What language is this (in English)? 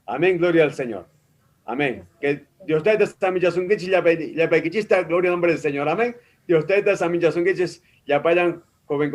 Ayacucho Quechua